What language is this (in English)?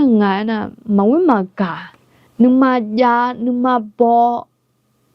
Akha